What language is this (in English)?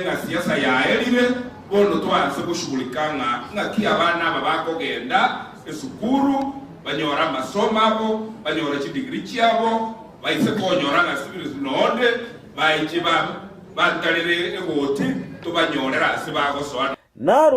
Gusii